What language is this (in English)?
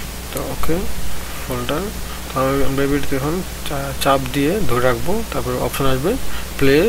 Bangla